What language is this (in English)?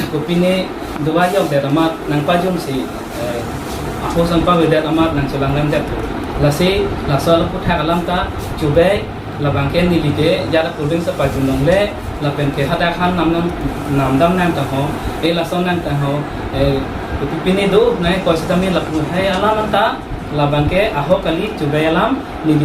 Karbi